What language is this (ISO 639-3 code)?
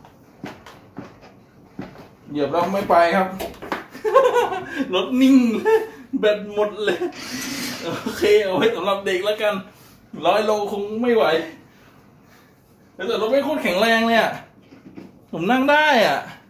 tha